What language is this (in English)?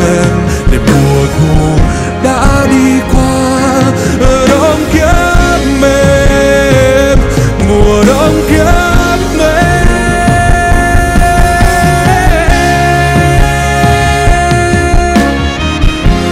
Vietnamese